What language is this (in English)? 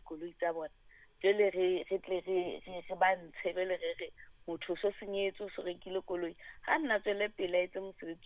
Southern Sotho